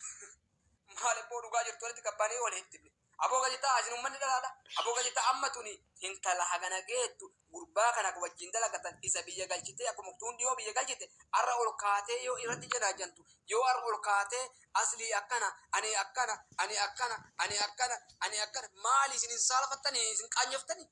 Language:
Oromo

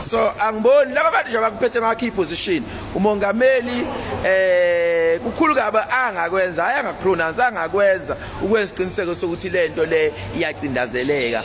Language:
Zulu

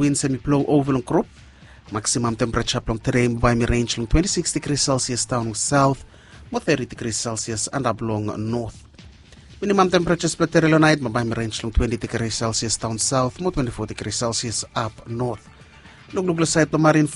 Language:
Bislama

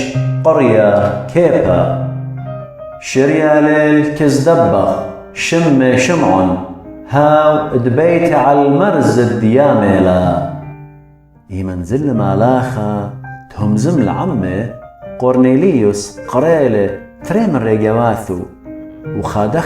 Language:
Assyrian Neo-Aramaic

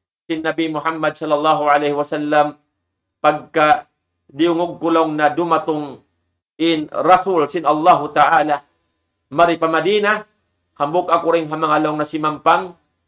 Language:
Tausug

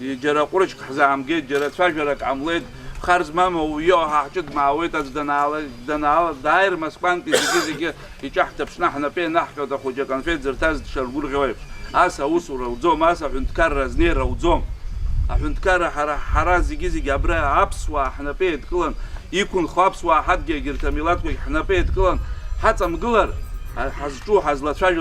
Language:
Abkhazian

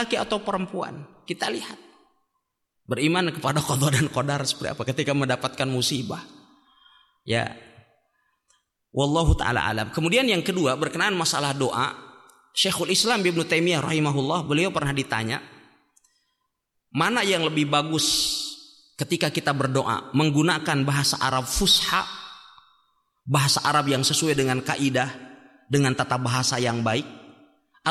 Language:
Indonesian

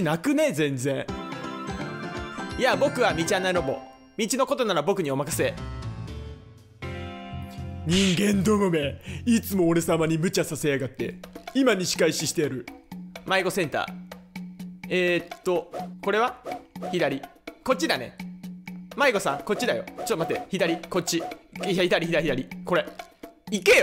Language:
Japanese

